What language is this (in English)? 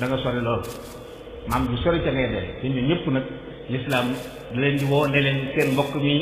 Wolof